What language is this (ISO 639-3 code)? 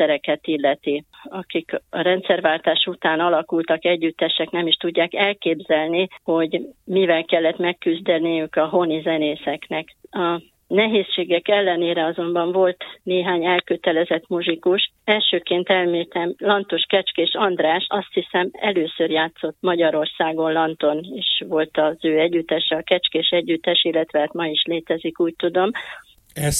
hun